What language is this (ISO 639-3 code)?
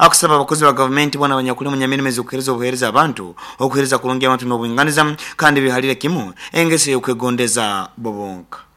nyn